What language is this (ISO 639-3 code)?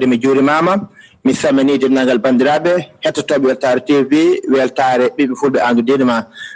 ful